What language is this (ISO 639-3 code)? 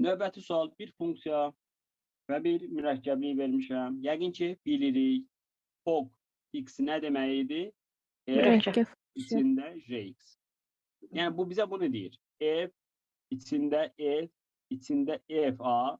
aze